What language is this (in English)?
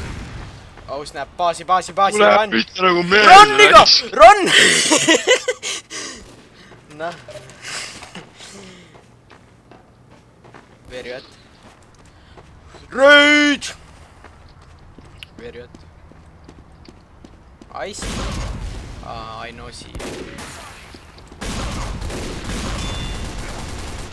Estonian